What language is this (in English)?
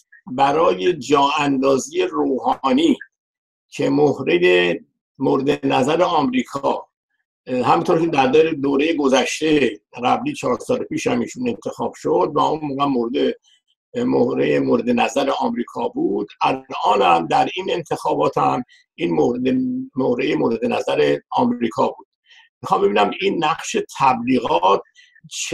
Persian